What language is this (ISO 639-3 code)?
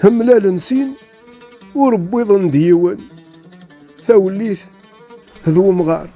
kab